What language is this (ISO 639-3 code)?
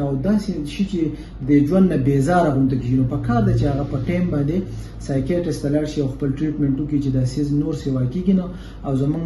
pus